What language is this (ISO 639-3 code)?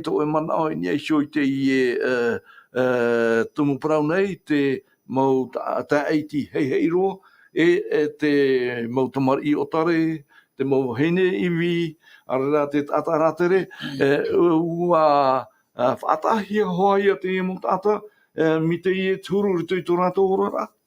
tah